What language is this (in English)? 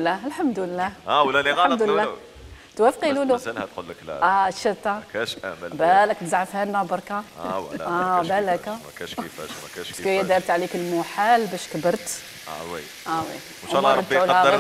Algerian Arabic